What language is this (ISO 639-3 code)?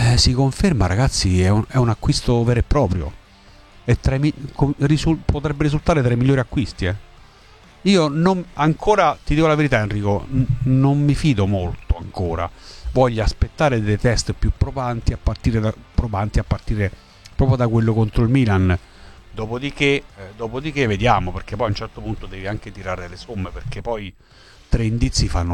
ita